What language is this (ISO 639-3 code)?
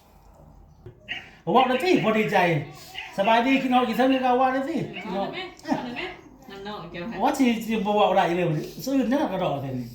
lao